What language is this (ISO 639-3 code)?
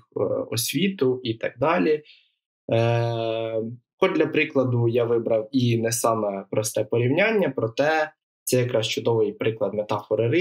ukr